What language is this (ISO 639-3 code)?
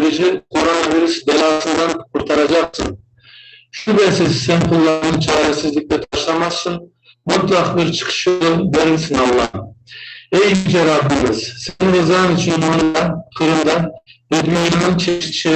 crh